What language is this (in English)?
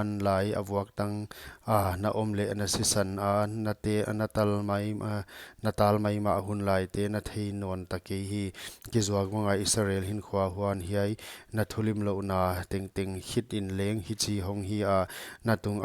Paite Chin